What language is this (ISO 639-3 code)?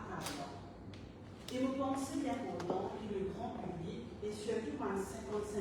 mfe